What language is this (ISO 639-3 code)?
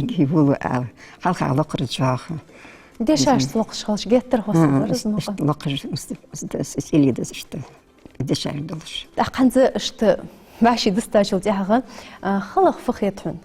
inh